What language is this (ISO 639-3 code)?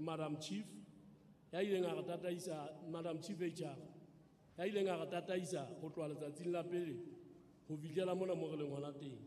sot